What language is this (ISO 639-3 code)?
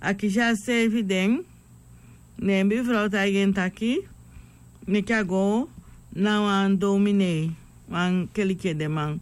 srn